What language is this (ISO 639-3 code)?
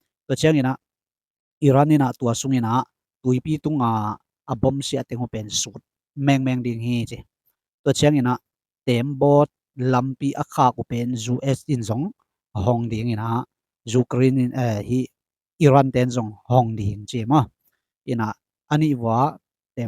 ctd